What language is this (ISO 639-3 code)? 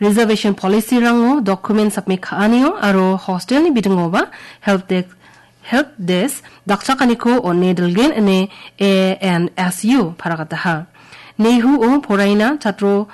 grt